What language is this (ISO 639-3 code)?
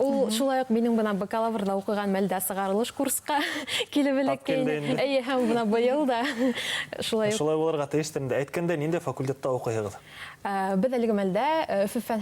bak